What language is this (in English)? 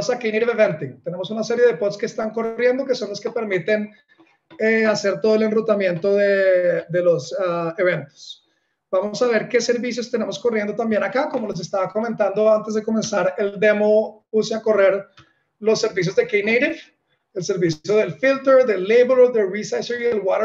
Spanish